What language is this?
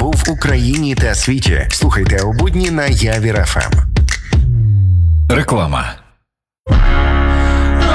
Ukrainian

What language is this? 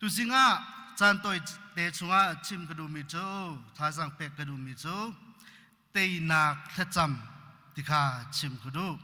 Hakha Chin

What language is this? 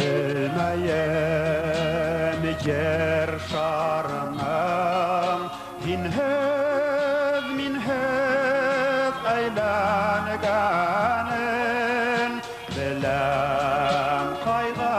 Bashkir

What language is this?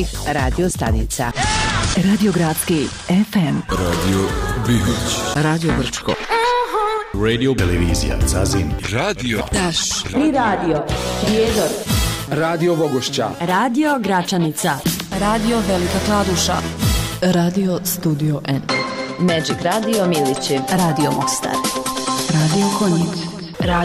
Bosnian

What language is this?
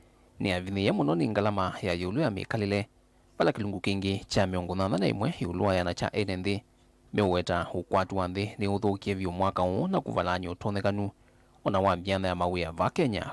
Kamba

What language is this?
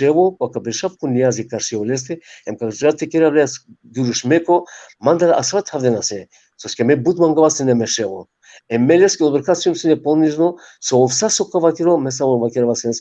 Balkan Romani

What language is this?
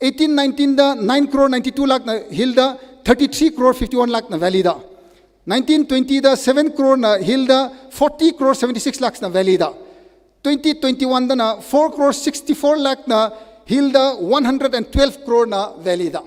Tangkhul Naga (India)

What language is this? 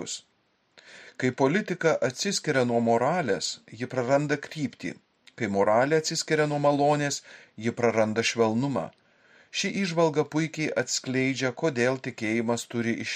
Lithuanian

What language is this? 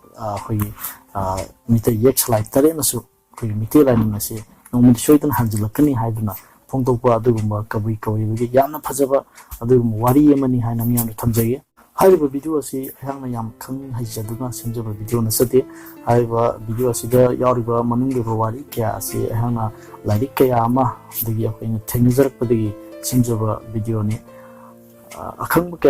Manipuri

